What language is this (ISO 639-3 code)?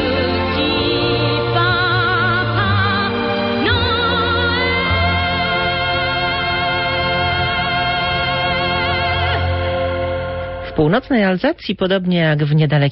pol